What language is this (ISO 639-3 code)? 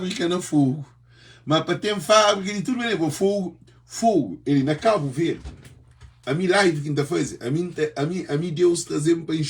kea